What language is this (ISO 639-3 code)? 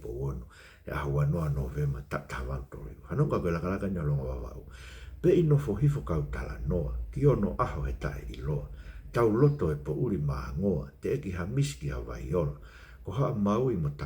ton